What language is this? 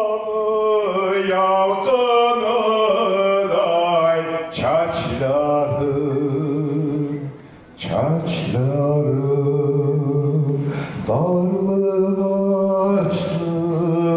Kumyk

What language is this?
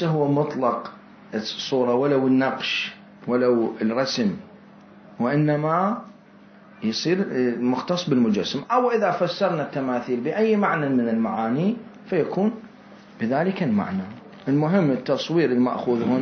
Mesopotamian Arabic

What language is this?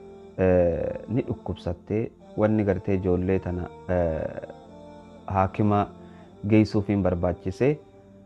Oromo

